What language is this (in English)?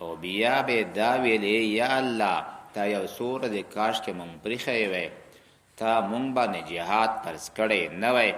Pashto